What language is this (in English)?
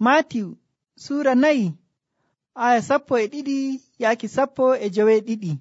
Nigerian Fulfulde